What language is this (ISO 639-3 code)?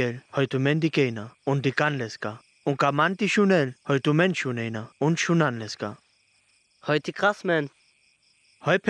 rmo